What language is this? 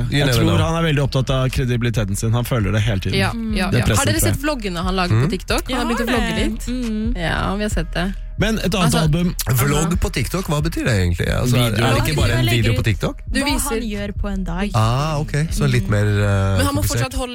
Norwegian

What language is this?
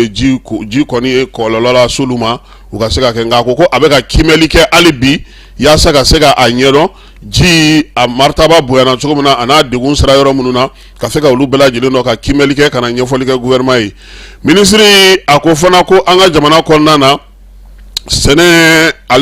Bambara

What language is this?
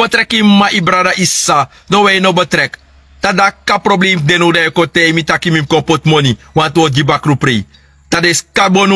Sranan Tongo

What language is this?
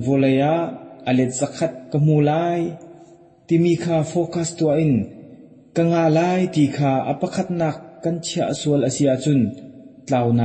Hakha Chin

